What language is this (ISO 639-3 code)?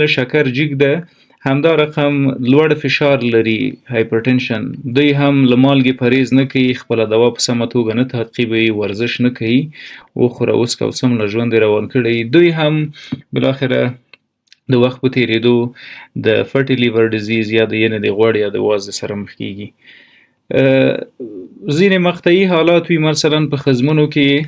pus